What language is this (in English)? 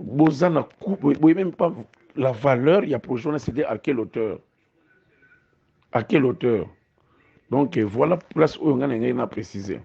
Lingala